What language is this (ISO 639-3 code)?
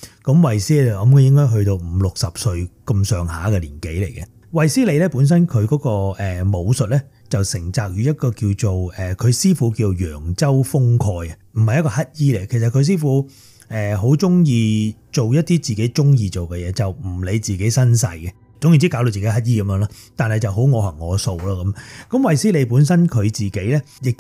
yue